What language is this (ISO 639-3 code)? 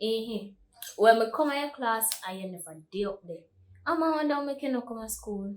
jam